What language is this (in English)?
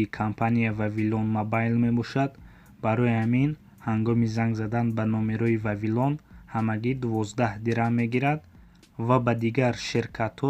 Tajik